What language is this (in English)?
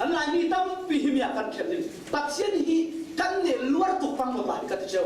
Falam Chin